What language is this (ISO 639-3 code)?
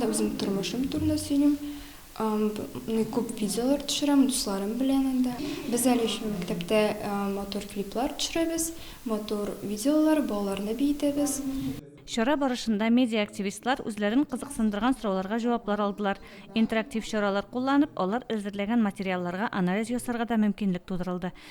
tat